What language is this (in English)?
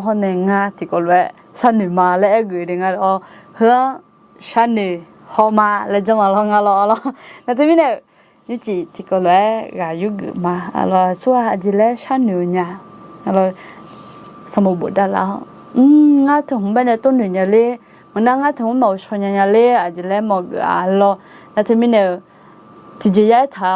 Akha